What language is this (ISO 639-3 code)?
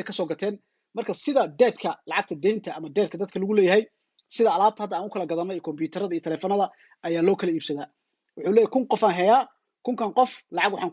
som